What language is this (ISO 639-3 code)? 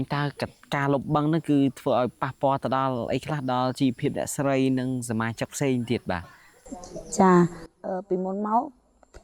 khm